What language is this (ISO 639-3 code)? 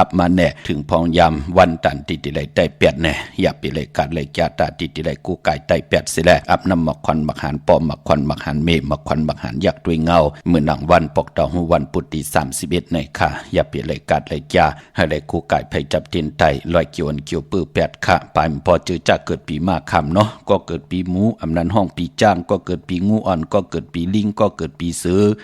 shn